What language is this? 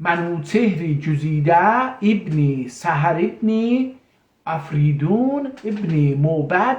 South Azerbaijani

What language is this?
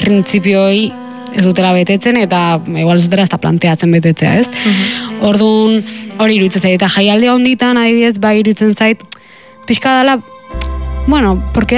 Basque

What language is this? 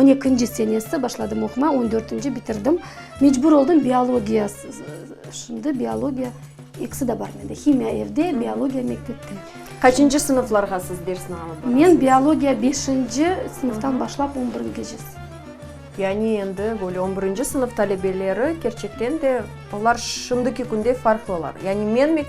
Crimean Tatar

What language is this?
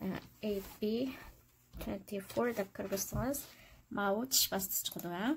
Uyghur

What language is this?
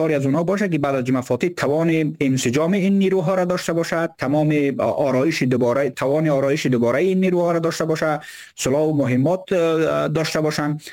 Persian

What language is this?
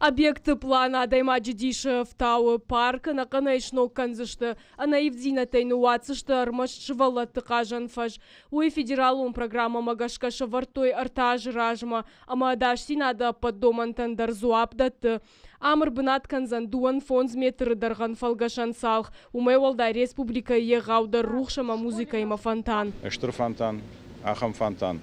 Ossetic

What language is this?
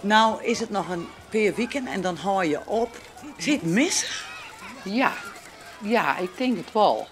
Western Frisian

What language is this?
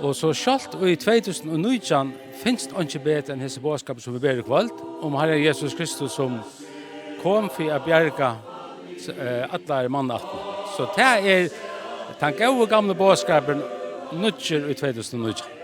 Faroese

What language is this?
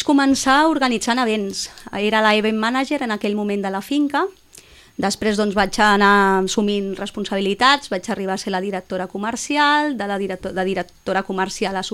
Catalan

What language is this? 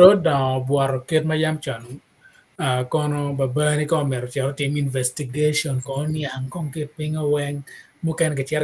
Acoli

